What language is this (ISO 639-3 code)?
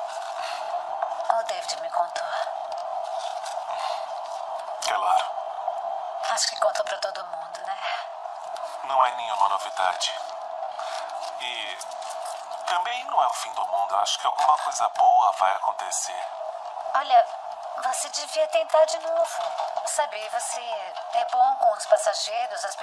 por